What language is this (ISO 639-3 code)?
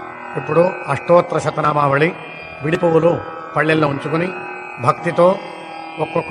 tel